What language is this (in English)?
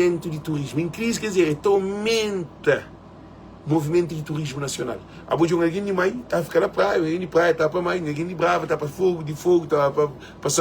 Kabuverdianu